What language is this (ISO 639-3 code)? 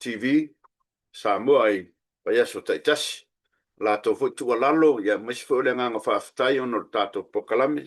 smo